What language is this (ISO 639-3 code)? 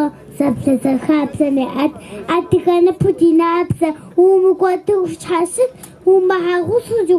kbd